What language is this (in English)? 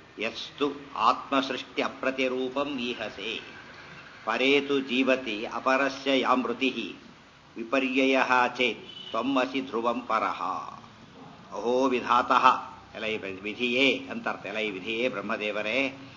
Kannada